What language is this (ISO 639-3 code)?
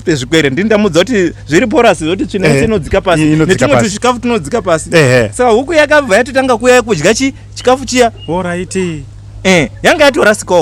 sna